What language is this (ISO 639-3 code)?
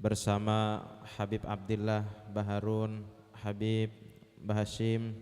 bjn